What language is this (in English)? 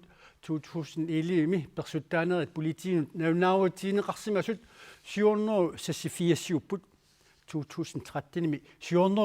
Kalaallisut